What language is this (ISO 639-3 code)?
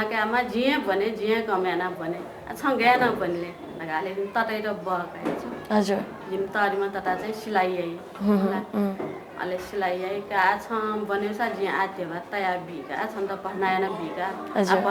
new